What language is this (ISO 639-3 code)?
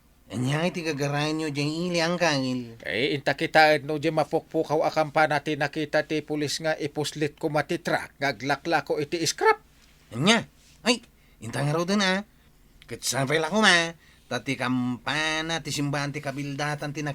ilo